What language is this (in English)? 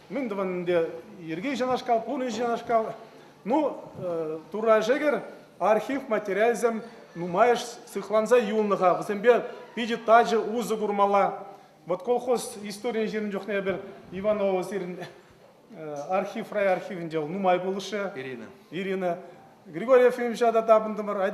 Chuvash